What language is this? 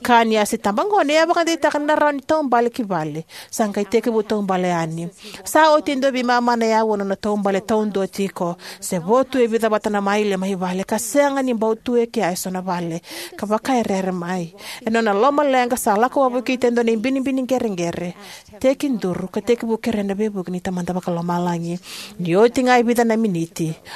Fijian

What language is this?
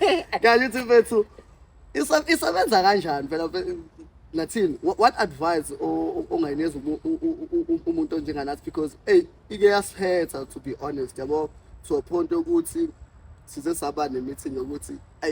Zulu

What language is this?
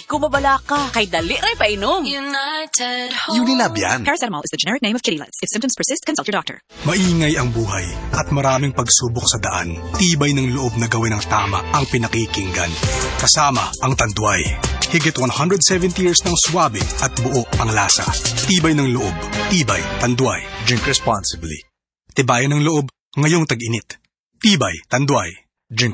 Filipino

